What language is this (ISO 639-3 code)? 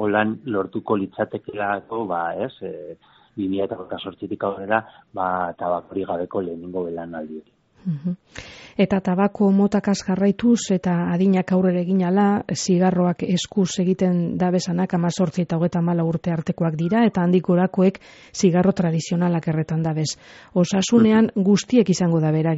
eus